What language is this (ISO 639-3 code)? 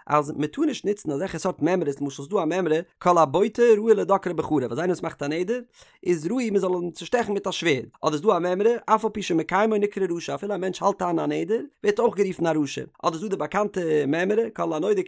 yid